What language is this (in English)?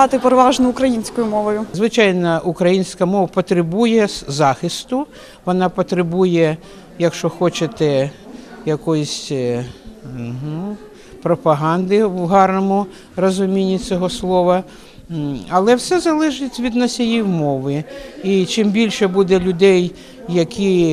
Ukrainian